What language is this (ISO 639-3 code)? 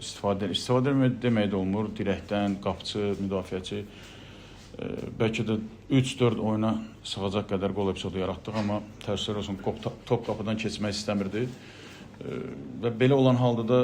aze